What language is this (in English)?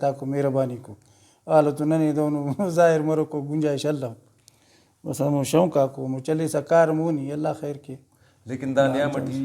Brahui